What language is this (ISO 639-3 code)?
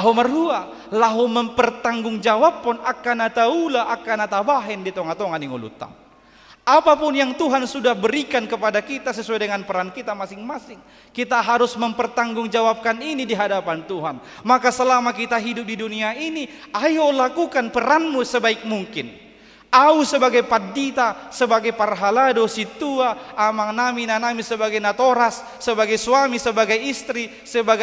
bbc